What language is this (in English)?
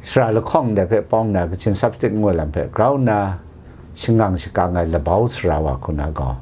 Kachin